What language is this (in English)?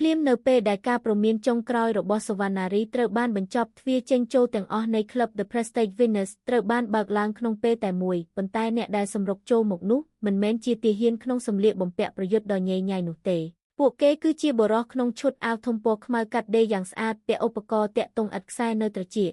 Khmer